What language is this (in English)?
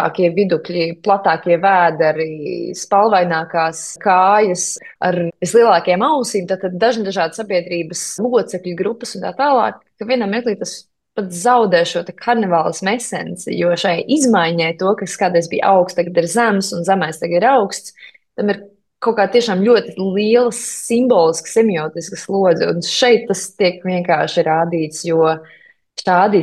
Latvian